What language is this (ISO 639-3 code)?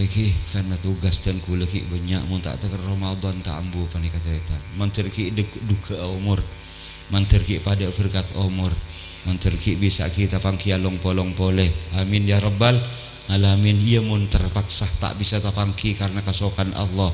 mad